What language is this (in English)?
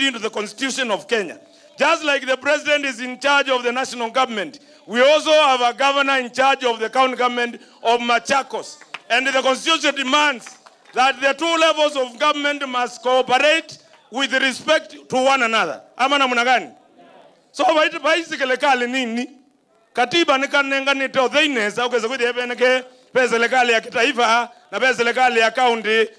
Kamba